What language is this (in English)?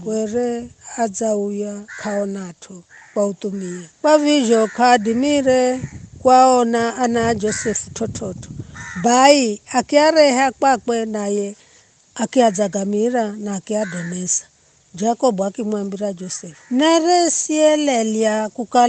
Giryama